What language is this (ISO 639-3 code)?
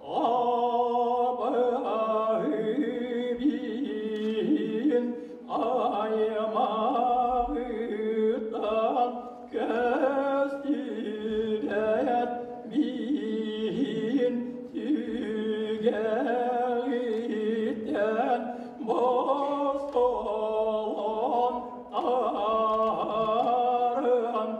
sah